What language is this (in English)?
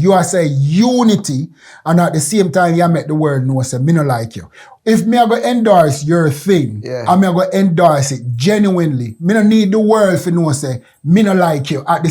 Jamaican Creole English